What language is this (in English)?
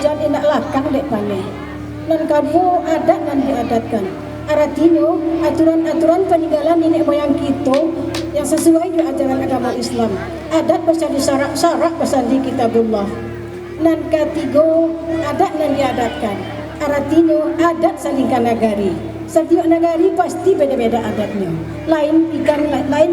Minangkabau